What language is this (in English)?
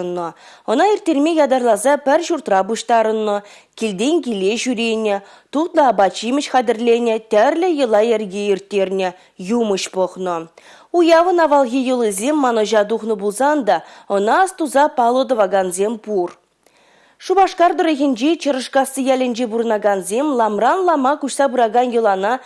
Chuvash